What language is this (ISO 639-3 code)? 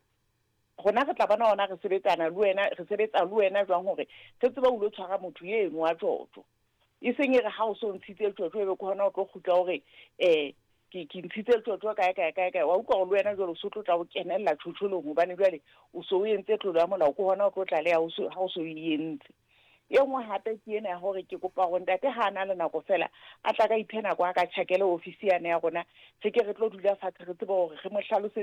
sot